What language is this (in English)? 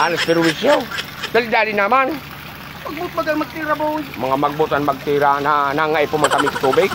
Bikol